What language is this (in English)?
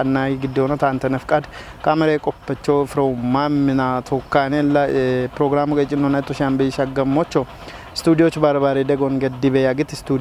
Kafa